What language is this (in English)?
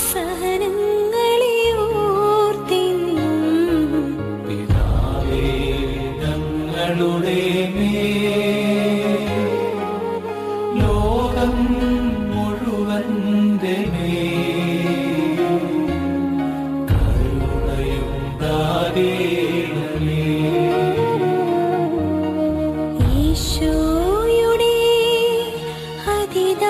Malayalam